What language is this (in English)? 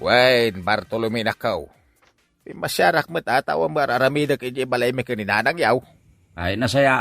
Iloko